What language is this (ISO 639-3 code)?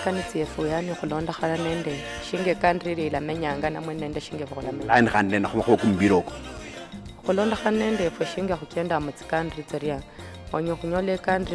luy